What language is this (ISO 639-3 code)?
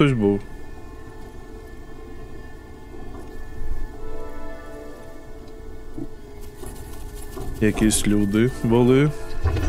ukr